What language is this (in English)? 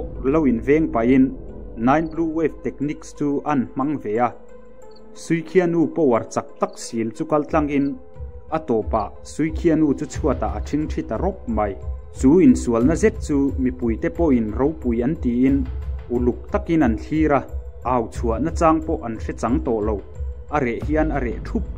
Mizo